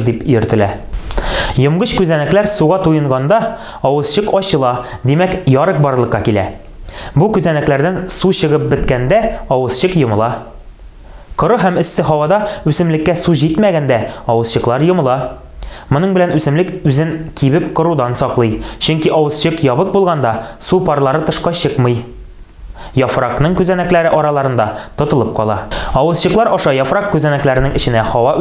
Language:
Tatar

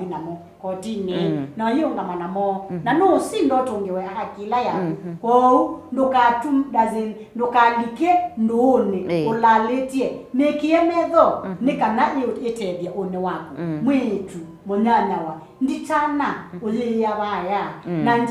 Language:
Kamba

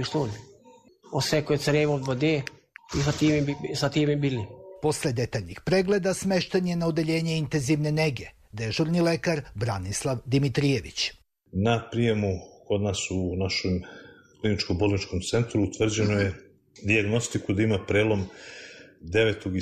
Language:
Serbian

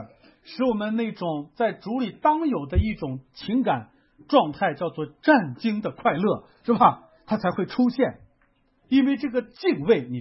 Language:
Chinese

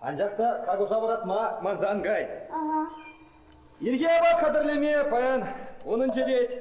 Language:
Chuvash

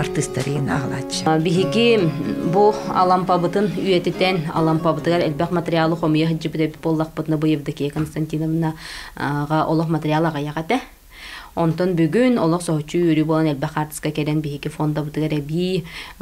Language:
Yakut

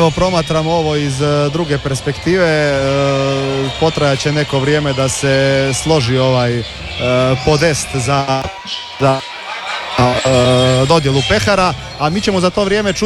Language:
Croatian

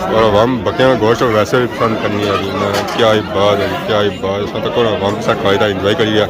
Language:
Pahari-Potwari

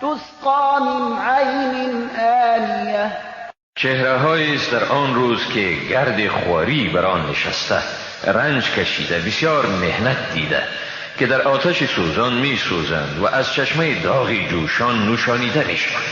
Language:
Persian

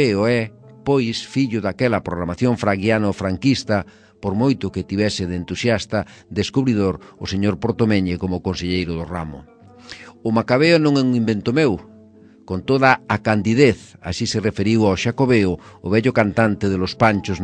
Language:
Galician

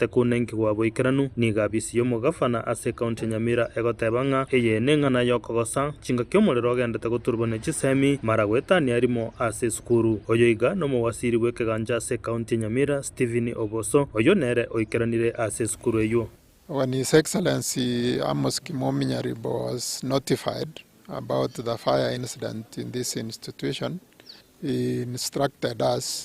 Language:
Gusii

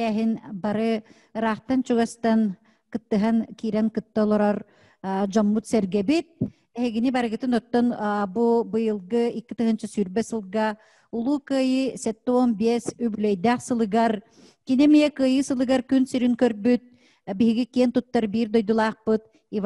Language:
Yakut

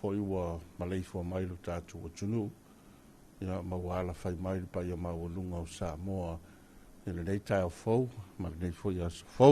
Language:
Samoan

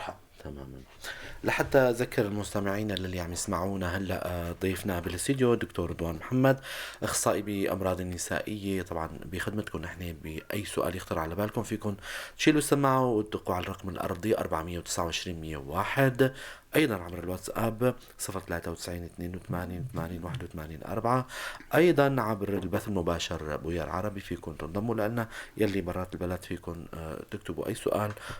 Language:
North Levantine Arabic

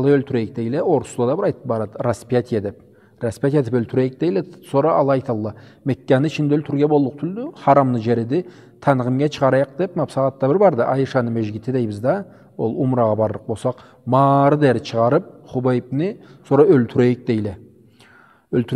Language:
Karachay-Balkar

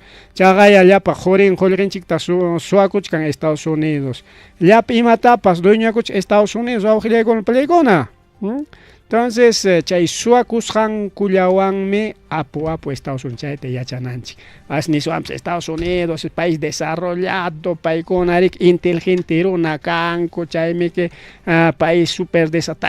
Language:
Ayacucho Quechua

